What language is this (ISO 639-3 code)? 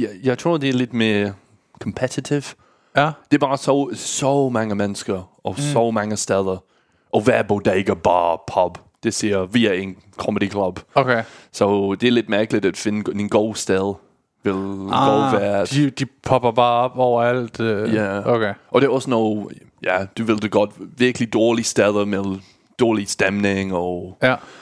dan